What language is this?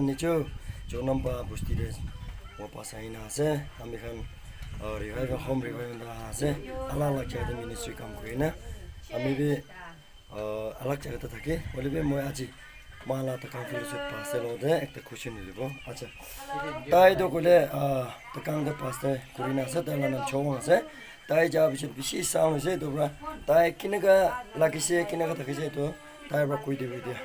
Naga Pidgin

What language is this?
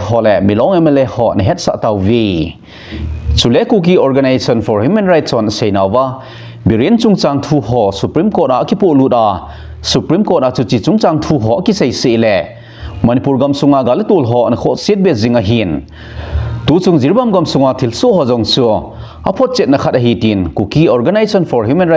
Thado Chin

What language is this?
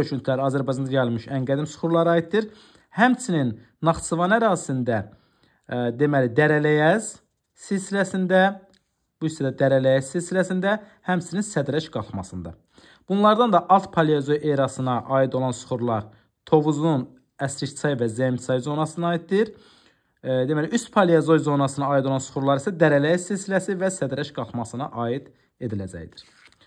Azerbaijani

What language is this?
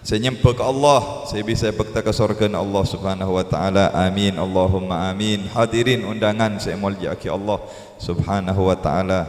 Madurese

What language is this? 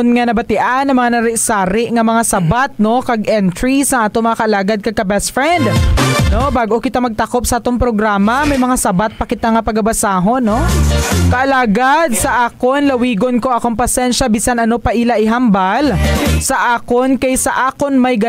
Hiligaynon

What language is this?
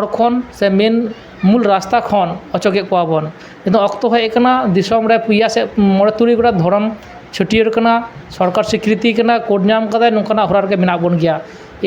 Santali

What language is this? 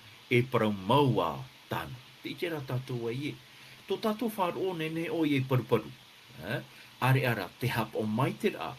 Tahitian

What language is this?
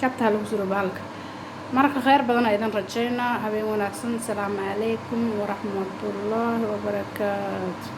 Somali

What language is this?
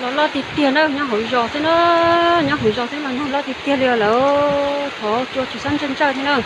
Hmong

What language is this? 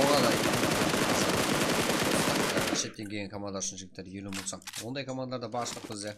Kara-Kalpak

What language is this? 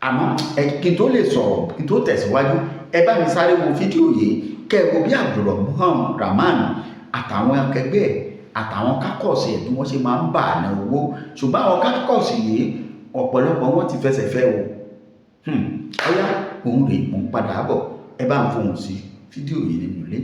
Yoruba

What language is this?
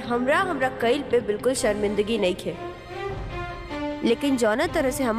Bhojpuri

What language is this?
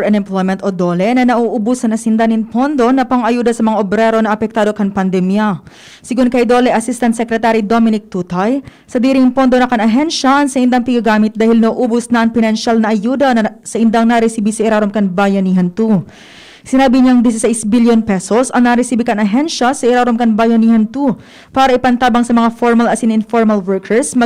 Bikol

